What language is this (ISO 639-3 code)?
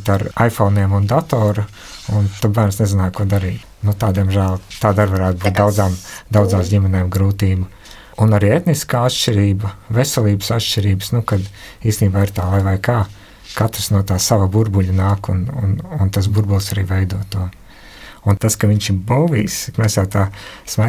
lav